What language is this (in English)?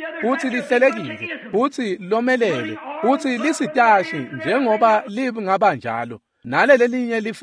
Swati